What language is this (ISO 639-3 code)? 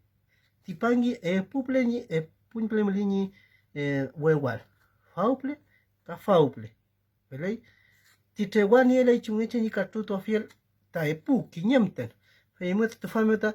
arn